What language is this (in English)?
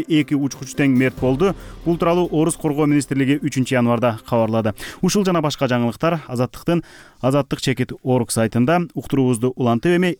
Kyrgyz